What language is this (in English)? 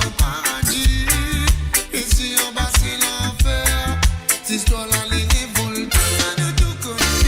Morisyen